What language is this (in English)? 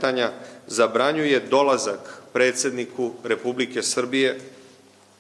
Serbian